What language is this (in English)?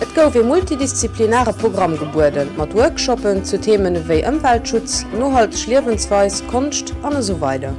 Luxembourgish